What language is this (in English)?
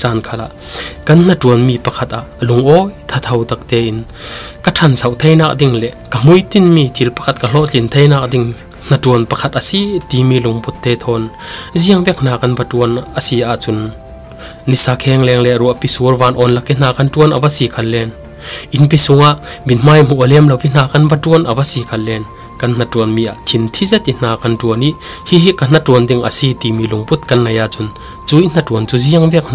Falam Chin